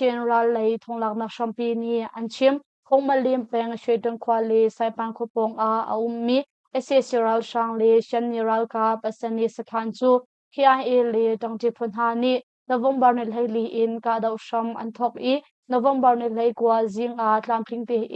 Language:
Hakha Chin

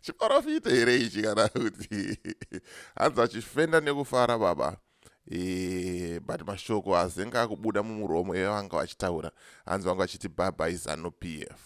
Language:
Shona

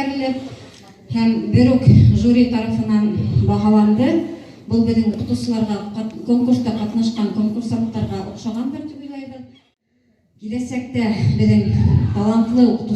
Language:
Bashkir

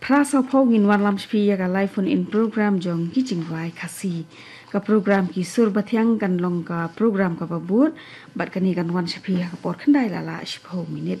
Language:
Khasi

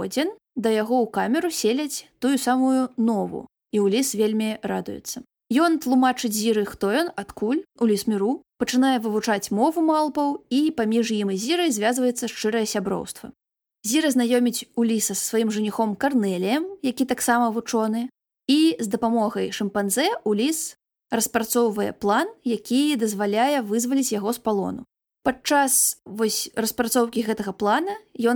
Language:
Belarusian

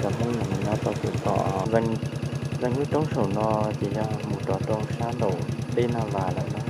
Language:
Hmong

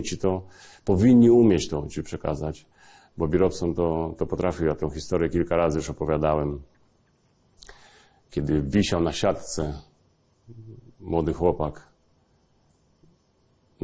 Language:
Polish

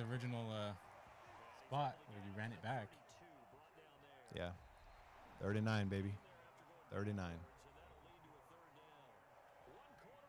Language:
English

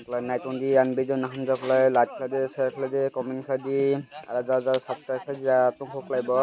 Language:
Kok Borok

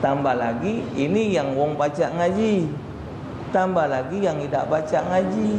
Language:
Musi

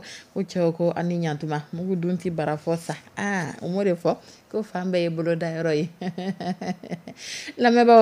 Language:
Dyula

